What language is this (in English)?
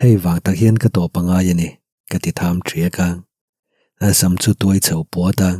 Mizo